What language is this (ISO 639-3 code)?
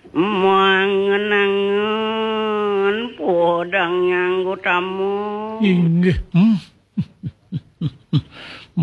ban